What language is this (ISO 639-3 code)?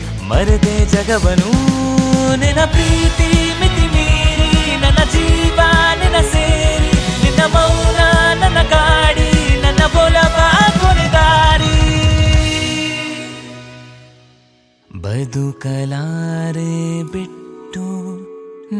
kan